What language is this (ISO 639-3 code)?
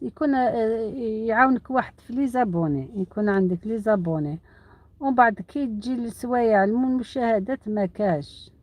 arq